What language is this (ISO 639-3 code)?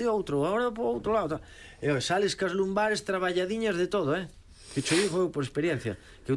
glg